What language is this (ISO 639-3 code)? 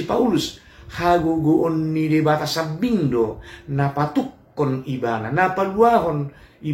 bbc